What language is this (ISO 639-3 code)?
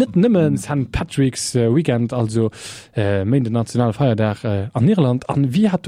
ltz